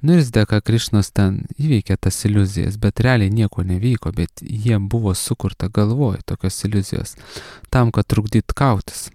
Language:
Lithuanian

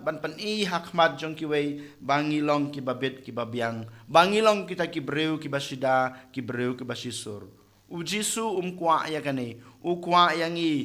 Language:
Khasi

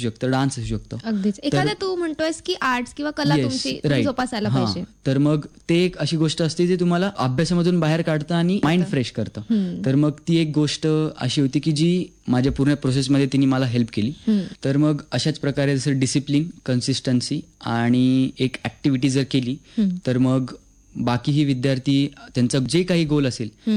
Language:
Marathi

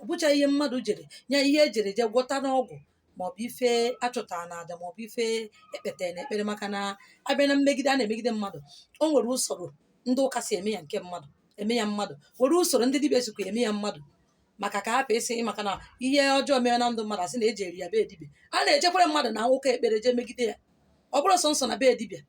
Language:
Igbo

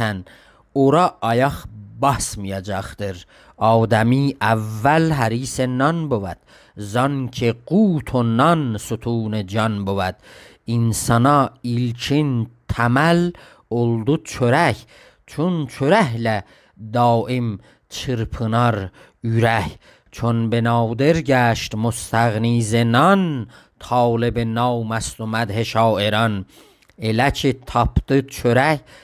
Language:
South Azerbaijani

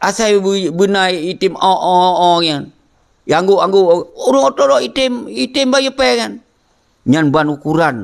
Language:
Achinese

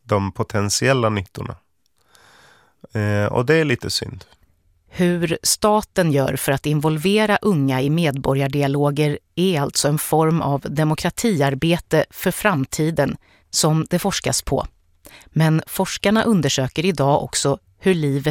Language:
Swedish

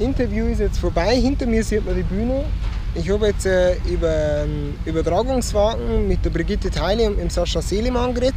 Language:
Bavarian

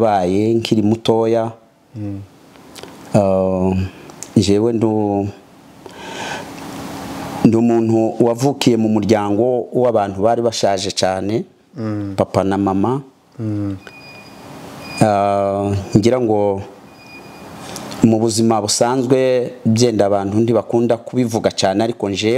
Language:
Kinyarwanda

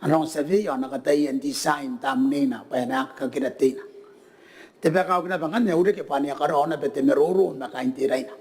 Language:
Gilbertese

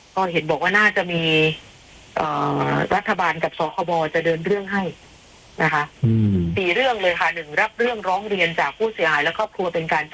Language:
Thai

